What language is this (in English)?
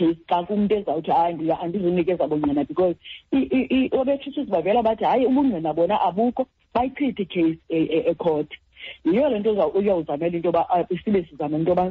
Xhosa